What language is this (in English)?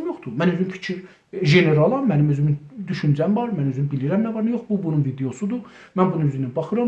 South Azerbaijani